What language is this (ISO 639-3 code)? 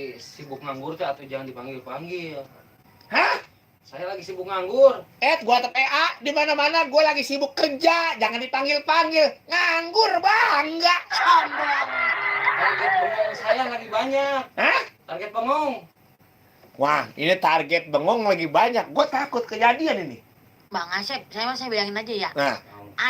bew